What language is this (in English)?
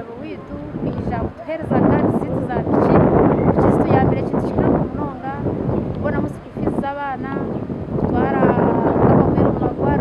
Nyankole